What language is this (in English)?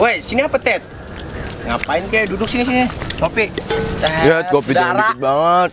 Betawi